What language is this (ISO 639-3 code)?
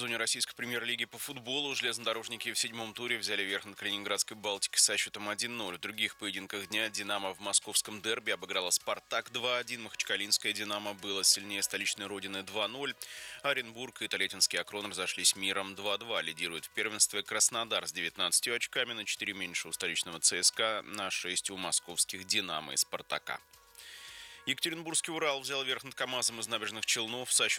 rus